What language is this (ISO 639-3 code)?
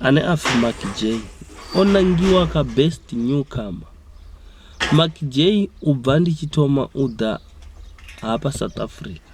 ven